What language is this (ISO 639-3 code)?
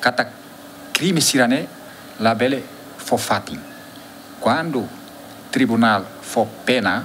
tet